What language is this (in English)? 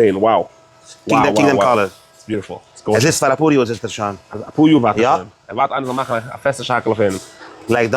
Yiddish